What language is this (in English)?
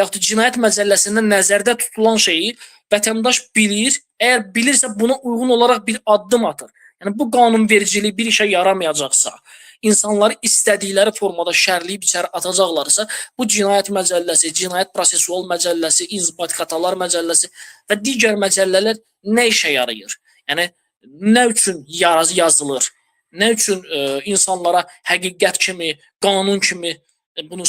Azerbaijani